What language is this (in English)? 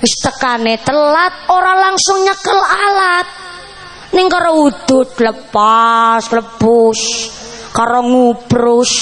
Javanese